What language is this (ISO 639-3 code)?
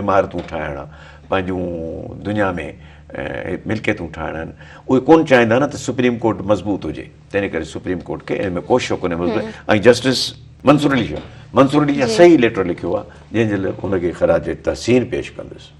snd